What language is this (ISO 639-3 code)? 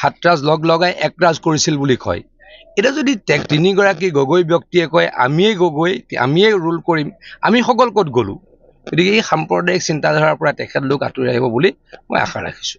asm